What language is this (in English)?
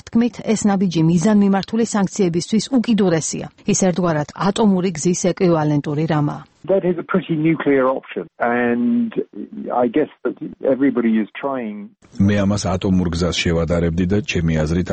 Georgian